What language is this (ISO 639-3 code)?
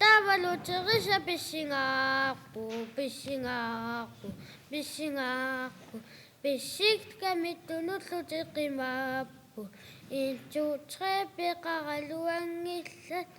kal